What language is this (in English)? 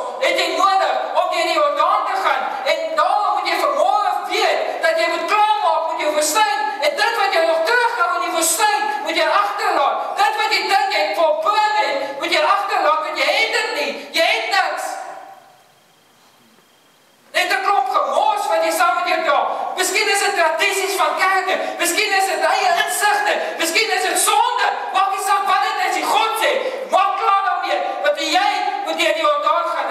Afrikaans